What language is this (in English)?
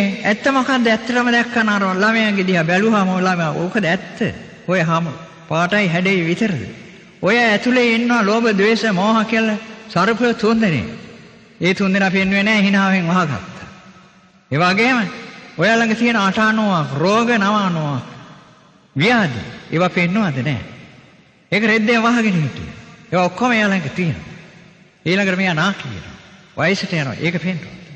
Sinhala